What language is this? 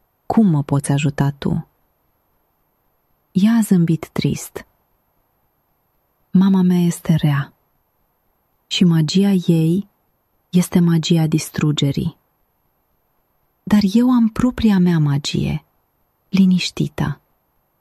Romanian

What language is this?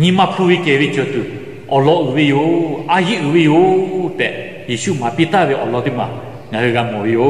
Lahu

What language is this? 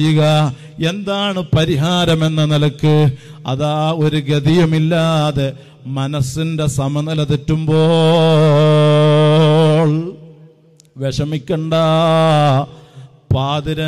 Malayalam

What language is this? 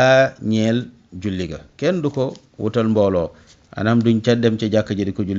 Wolof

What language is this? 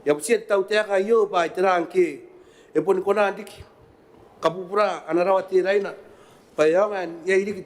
Gilbertese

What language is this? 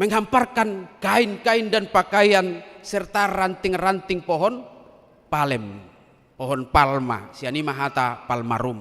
Batak Toba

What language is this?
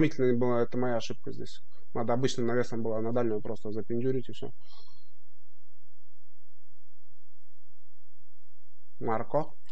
Russian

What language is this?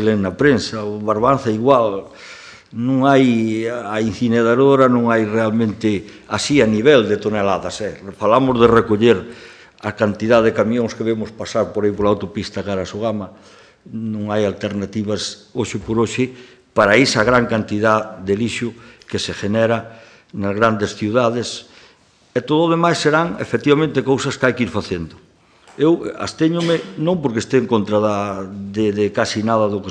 Galician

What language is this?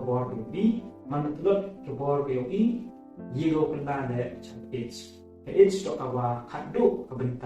Pnar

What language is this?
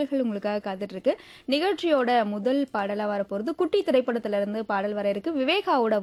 Tamil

